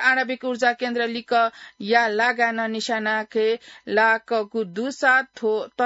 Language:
Newari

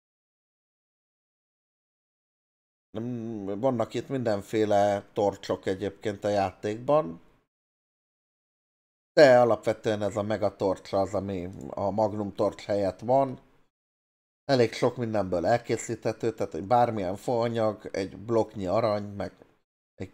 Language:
Hungarian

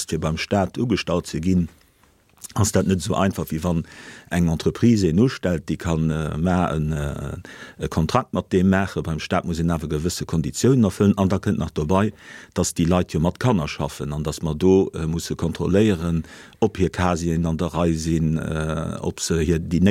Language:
Luxembourgish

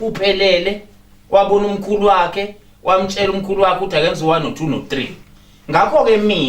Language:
Zulu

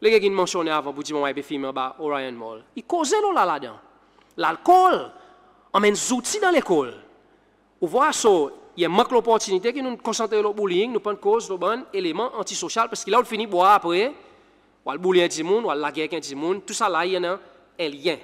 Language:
Seselwa Creole French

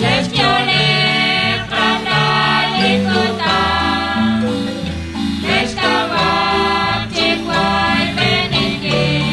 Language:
Kekchí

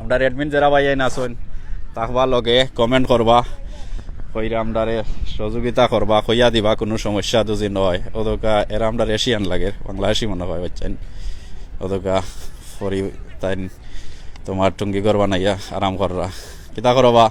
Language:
Sylheti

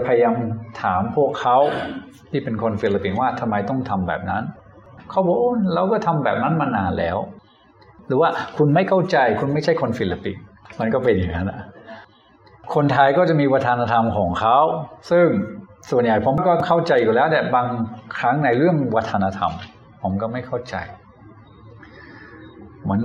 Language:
Thai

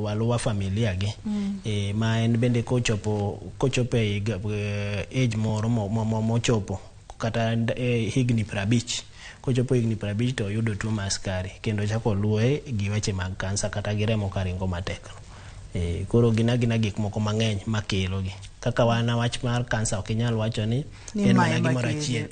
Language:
Luo (Kenya and Tanzania)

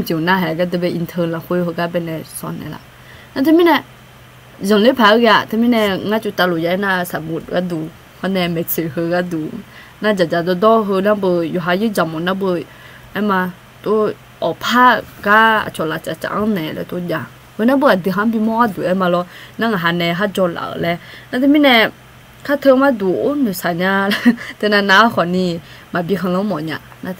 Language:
Akha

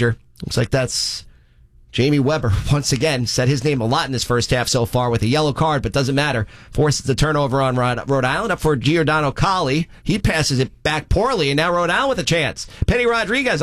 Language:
English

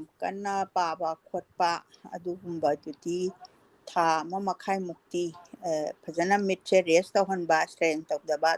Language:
Manipuri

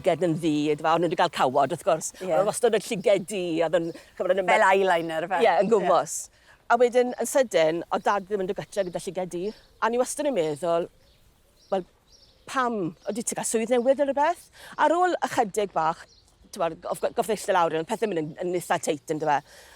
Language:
Welsh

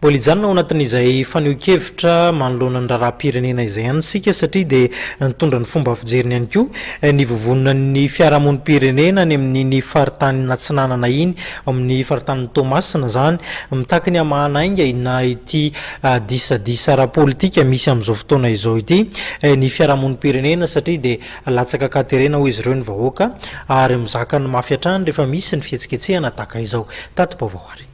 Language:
Malagasy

